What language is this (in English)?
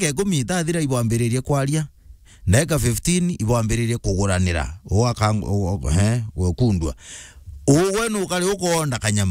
Meru